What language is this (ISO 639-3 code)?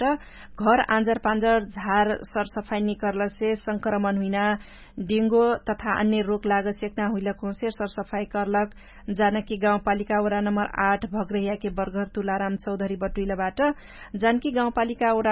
thl